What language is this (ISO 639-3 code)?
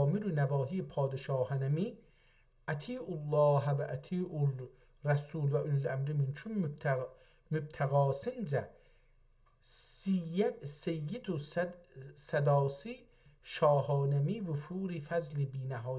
azb